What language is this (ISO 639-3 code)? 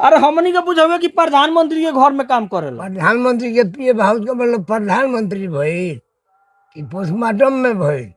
bho